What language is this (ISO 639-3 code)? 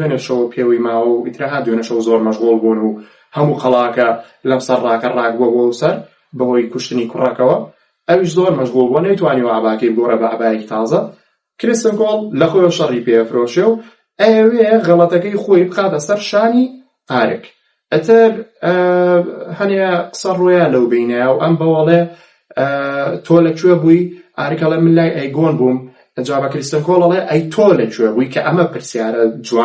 ckb